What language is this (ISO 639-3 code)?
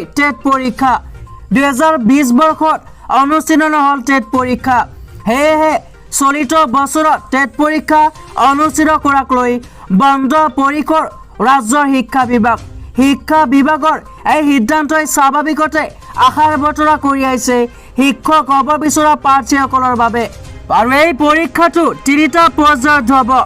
asm